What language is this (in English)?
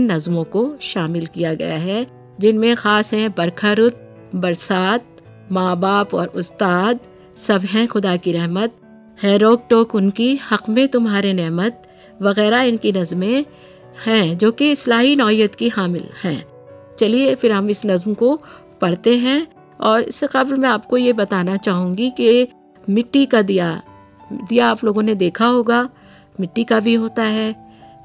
Urdu